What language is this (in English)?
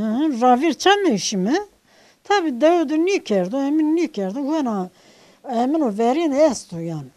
Zaza